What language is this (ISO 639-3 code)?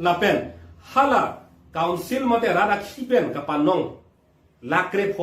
mjw